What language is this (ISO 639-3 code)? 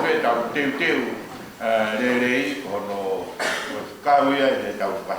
ton